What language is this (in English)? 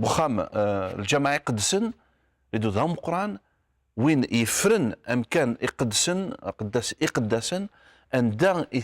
Kabyle